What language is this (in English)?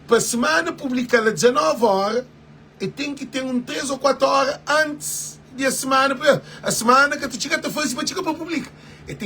Kabuverdianu